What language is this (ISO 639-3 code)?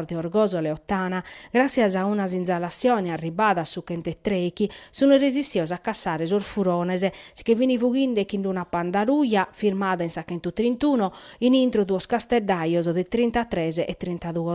srd